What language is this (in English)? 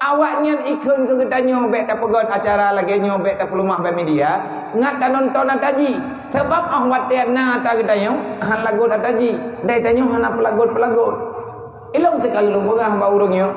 Achinese